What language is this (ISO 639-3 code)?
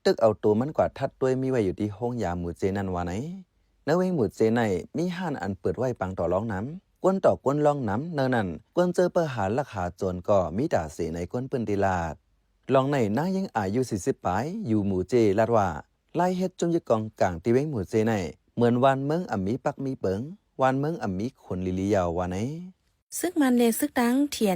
shn